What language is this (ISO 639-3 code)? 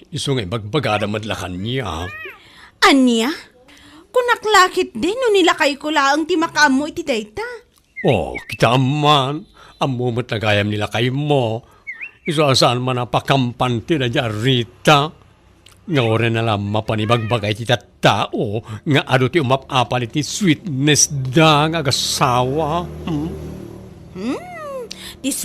ilo